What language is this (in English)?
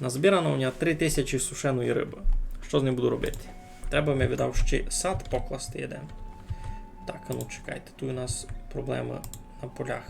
Rusyn